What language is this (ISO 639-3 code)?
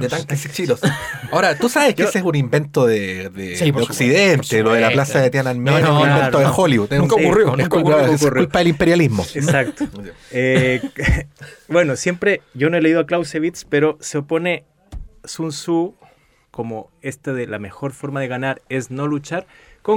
spa